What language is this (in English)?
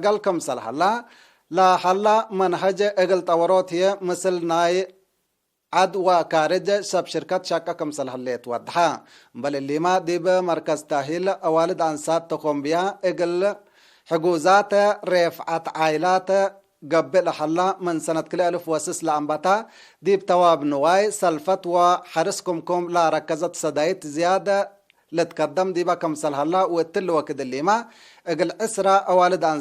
Tigre